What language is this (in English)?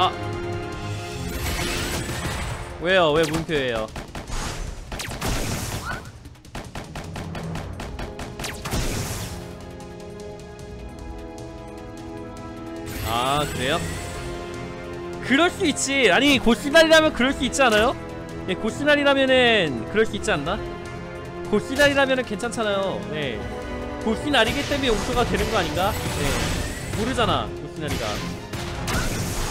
Korean